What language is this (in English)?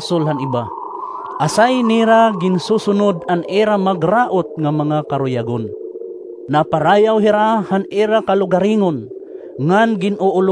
Waray